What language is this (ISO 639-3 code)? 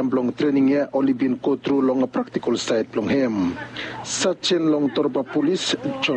bis